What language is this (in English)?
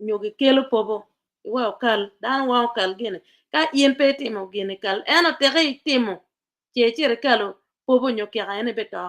Acoli